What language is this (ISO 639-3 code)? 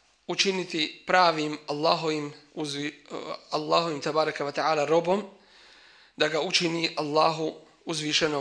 bos